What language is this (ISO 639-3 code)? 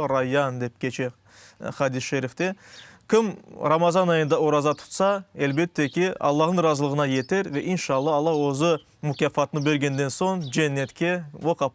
crh